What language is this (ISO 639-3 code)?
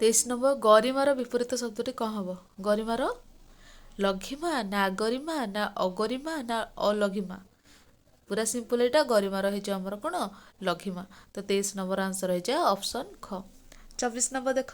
ori